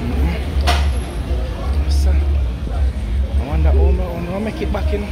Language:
Jamaican Creole English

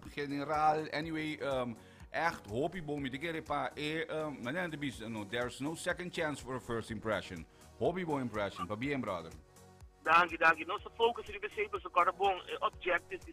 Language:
Papiamento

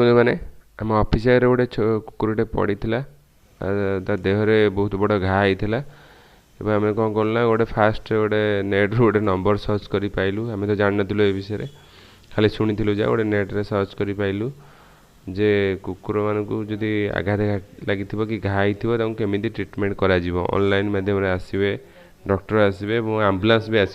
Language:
Odia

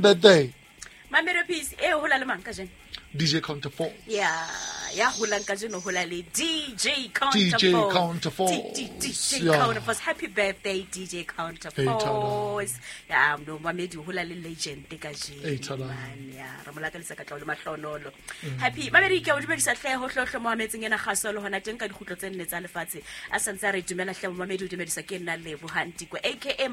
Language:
Southern Sotho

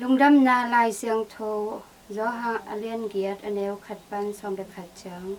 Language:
Tedim Chin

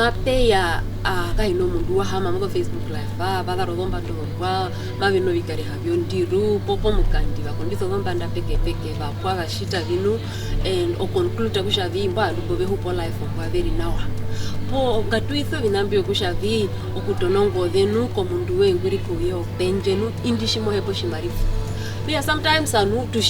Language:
Herero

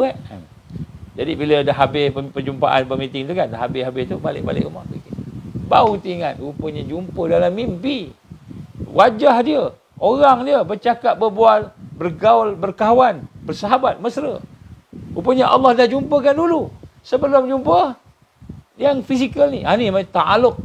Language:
Malay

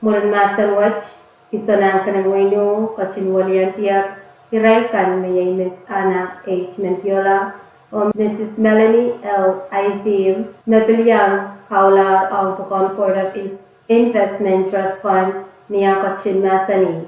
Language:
Pohnpeian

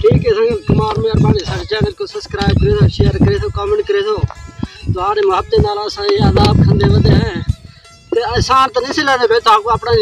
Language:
Saraiki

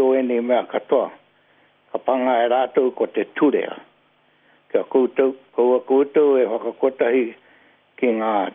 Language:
Māori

